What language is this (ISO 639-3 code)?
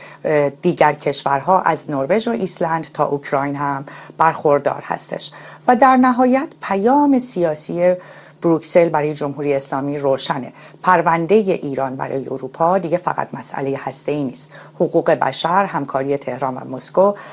fas